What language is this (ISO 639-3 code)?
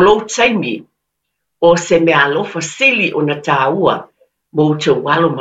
smo